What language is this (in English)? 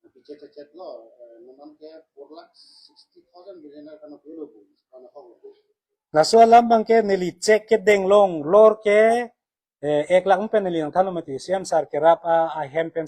Karbi